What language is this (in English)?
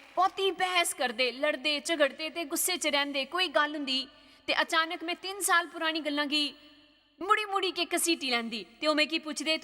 Dogri